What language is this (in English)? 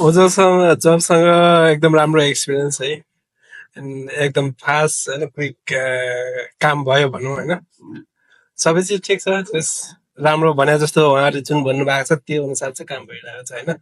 Nepali